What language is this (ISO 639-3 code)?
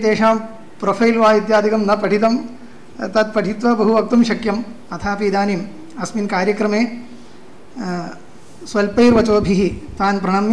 san